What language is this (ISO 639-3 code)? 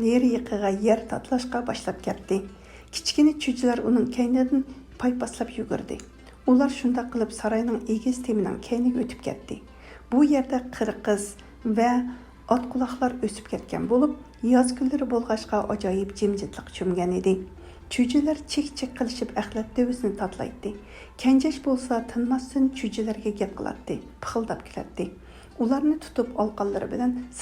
uig